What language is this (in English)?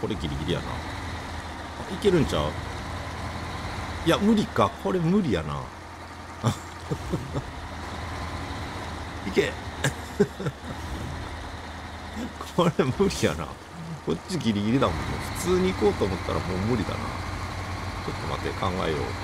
Japanese